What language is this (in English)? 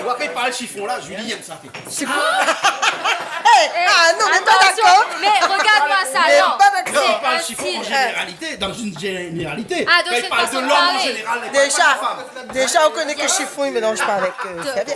Réunion Creole French